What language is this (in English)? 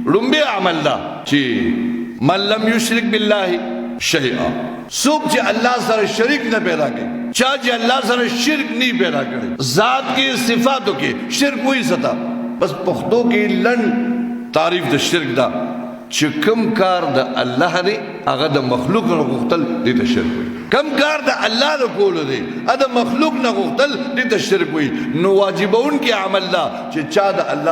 Pashto